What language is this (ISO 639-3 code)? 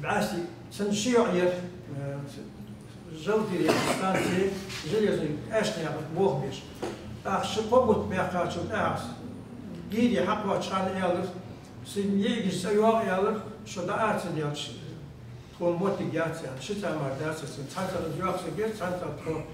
inh